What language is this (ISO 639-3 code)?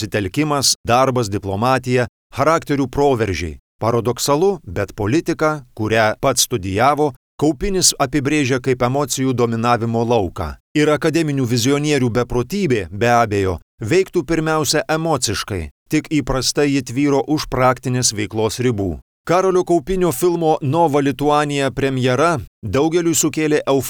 lit